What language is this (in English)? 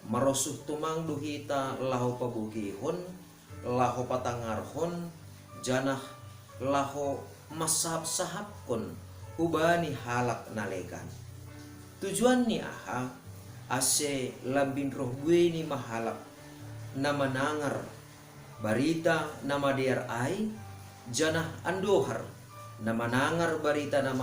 Batak Simalungun